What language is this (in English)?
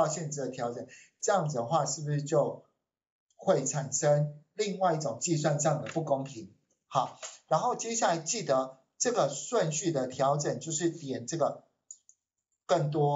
Chinese